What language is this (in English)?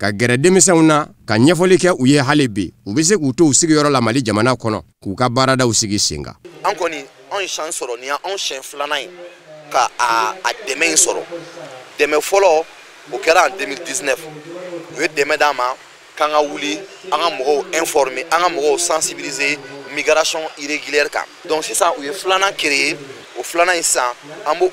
Bambara